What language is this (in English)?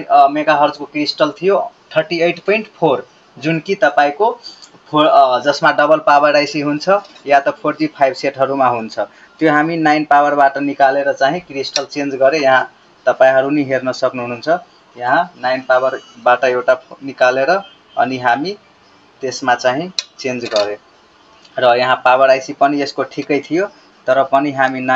Nepali